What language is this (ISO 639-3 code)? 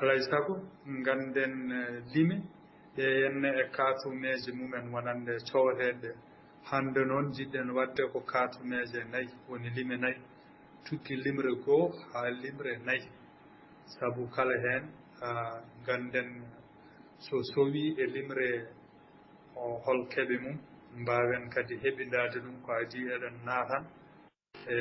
ful